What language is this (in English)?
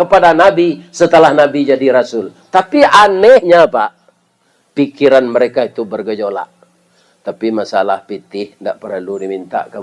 Minangkabau